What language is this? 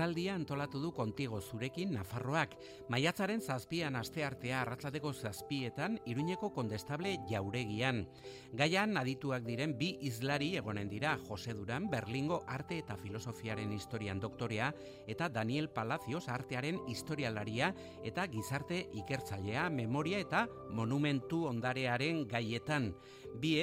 Basque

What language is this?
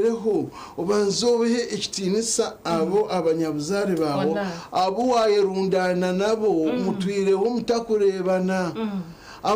Nyankole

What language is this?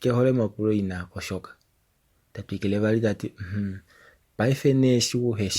Kuanyama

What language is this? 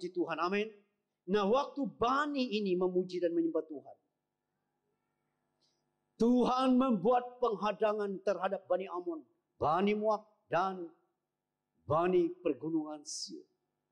Malay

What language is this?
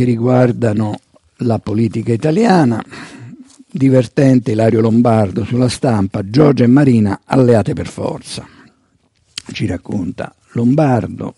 Italian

